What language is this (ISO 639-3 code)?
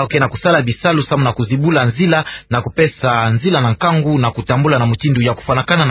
ktu